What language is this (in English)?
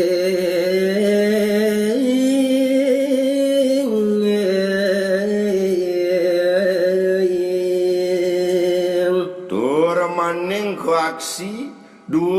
Balinese